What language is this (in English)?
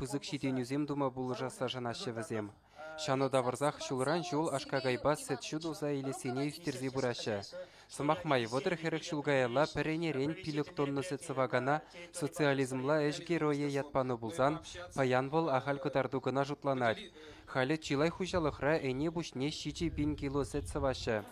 Chuvash